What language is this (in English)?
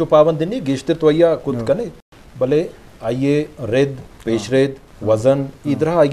Eastern Balochi